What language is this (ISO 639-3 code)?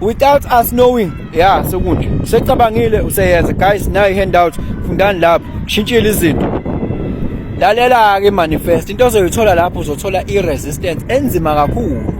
zul